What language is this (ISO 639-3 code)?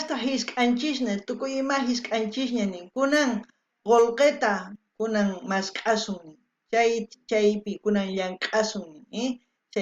quh